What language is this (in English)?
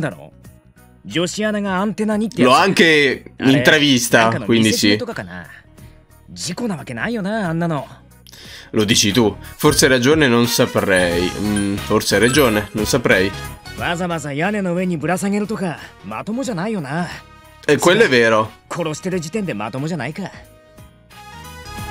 Italian